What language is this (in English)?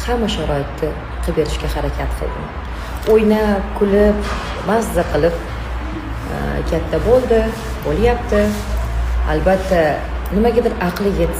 Uzbek